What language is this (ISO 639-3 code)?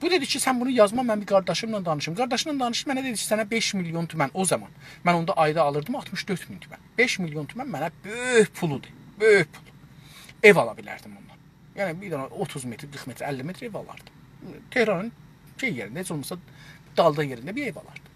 azb